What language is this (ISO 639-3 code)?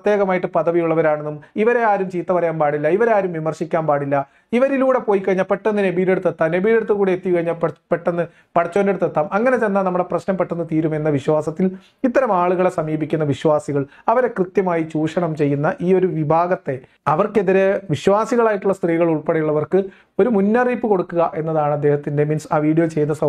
mal